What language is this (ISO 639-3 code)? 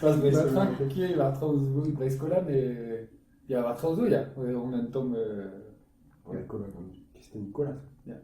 bre